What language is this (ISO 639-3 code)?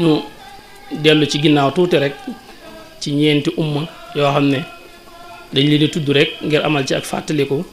wol